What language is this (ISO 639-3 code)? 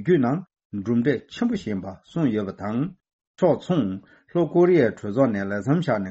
bod